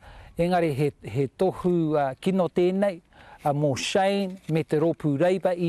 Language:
Māori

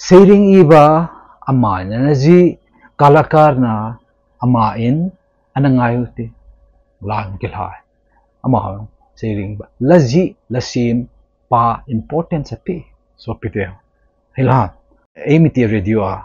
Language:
Thado Chin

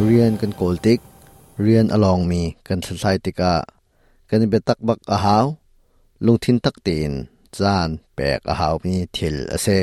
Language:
Hakha Chin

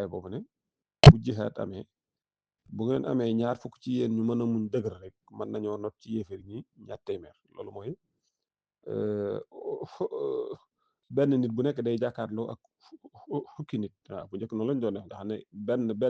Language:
Wolof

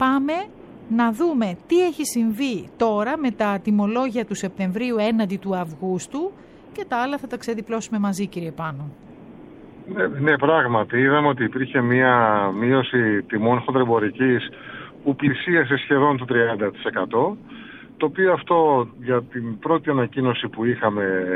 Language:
Greek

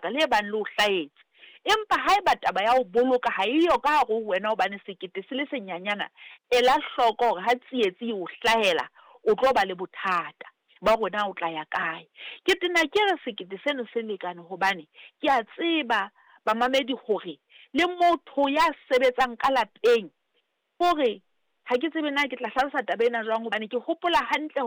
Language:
Southern Sotho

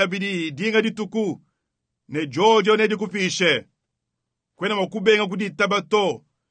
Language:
Luba-Lulua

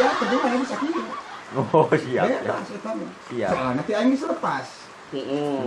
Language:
Sundanese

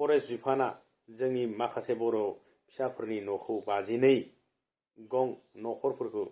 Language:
Bodo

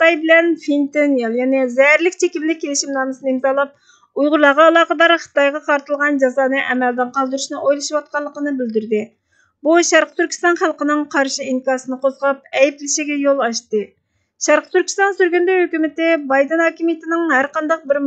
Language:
Uyghur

